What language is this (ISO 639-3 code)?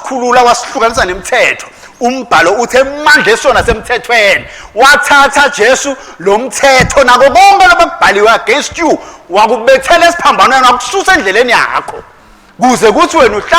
ssw